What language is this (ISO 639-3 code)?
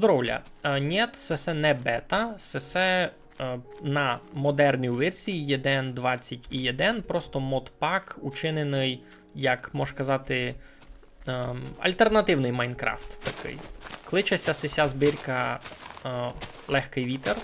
rue